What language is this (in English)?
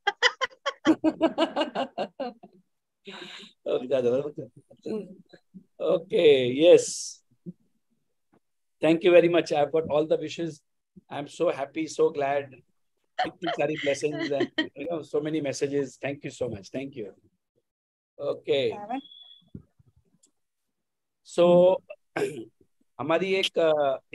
Hindi